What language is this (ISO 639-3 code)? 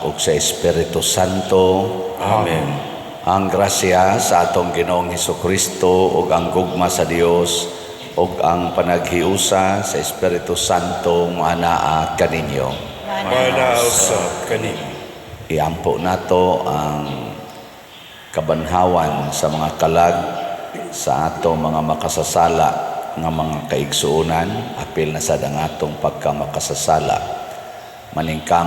ceb